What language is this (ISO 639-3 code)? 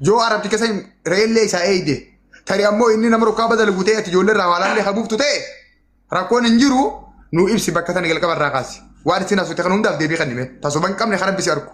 orm